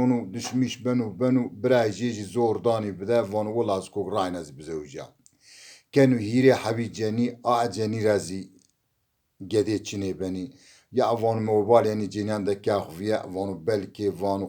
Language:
Zaza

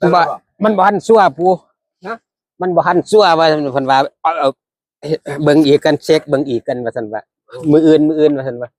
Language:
Northeastern Thai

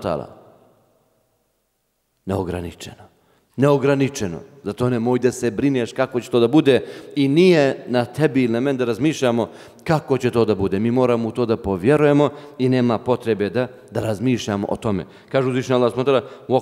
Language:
Bosnian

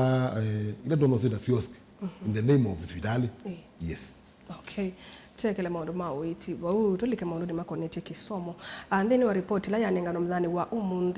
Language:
Kamba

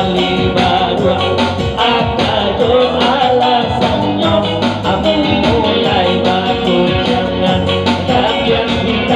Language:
Minangkabau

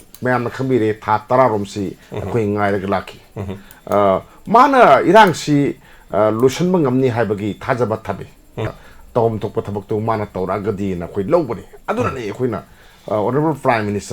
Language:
Manipuri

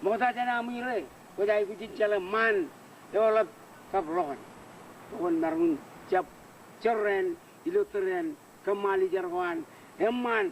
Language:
Marshallese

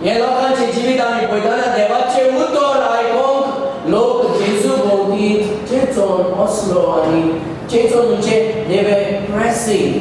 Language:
Konkani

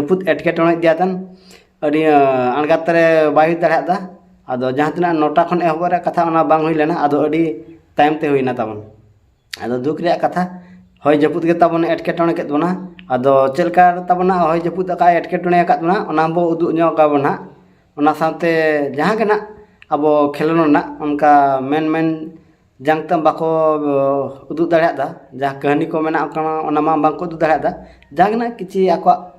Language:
Santali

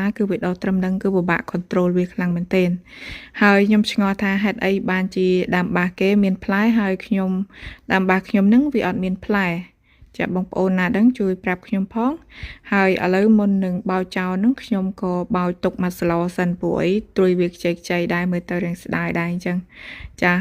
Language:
Khmer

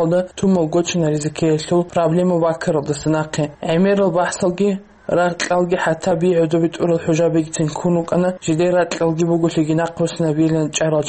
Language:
Avaric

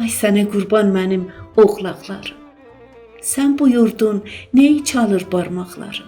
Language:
South Azerbaijani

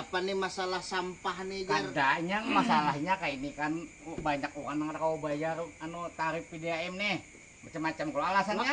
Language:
Banjar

